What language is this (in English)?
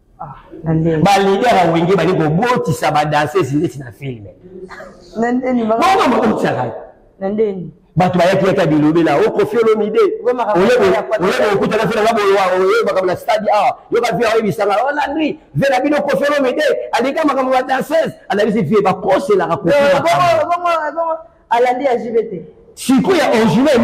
Lingala